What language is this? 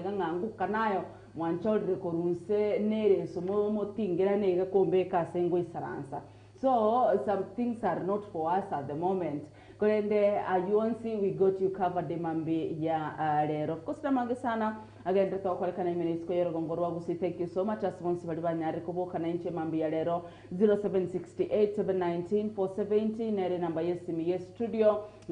Gusii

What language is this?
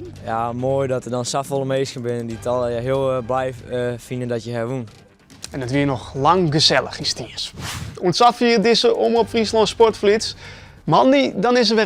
Western Frisian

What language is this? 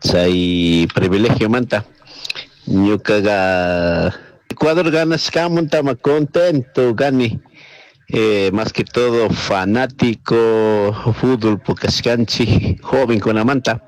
Chimborazo Highland Quichua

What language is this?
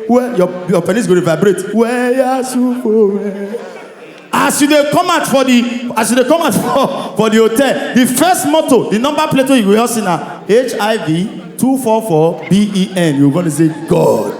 Nigerian Pidgin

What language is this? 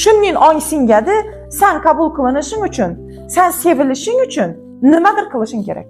Uzbek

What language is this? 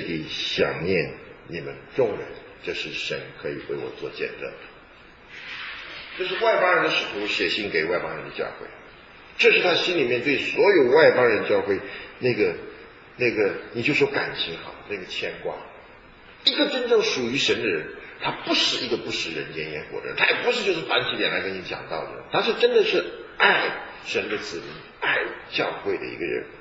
Chinese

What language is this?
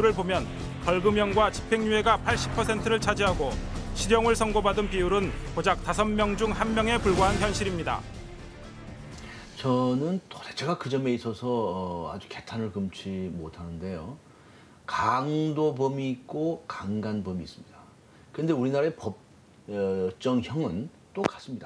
Korean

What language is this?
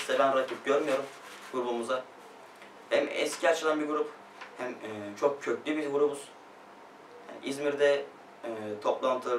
Turkish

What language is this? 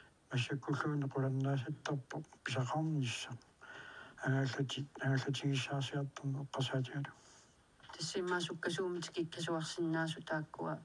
Kalaallisut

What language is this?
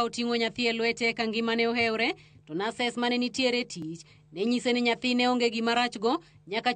Luo (Kenya and Tanzania)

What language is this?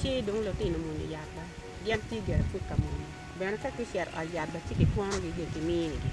Acoli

